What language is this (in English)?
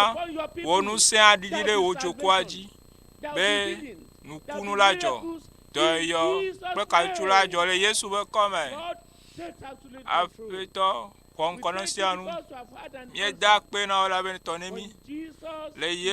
Ewe